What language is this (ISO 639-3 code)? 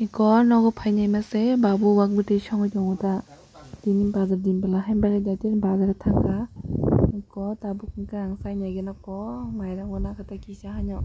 trp